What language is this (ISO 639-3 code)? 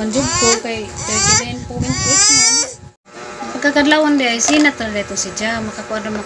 ceb